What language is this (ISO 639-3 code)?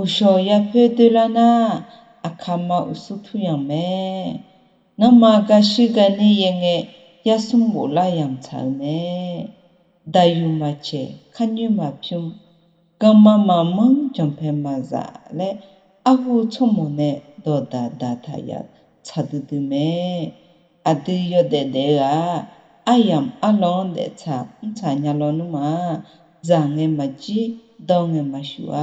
ahk